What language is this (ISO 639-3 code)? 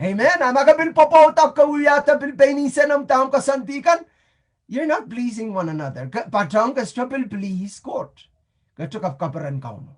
pon